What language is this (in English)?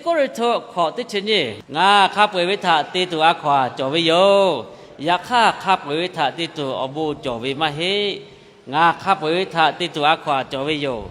Lahu